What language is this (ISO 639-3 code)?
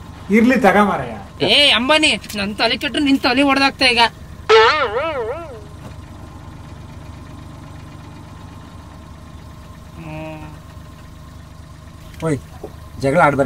kan